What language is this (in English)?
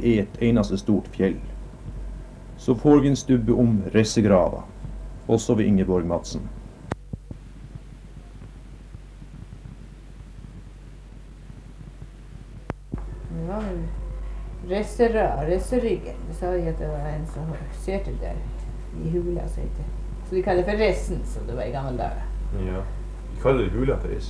Norwegian